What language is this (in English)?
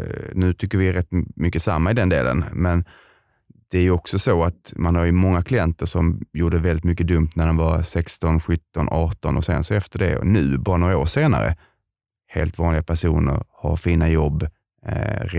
Swedish